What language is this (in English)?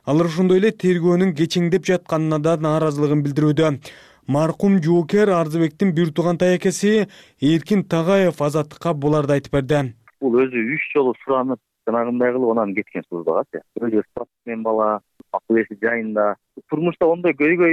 Kyrgyz